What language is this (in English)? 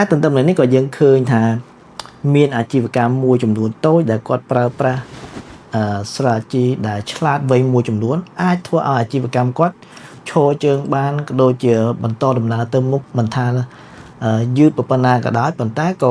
Khmer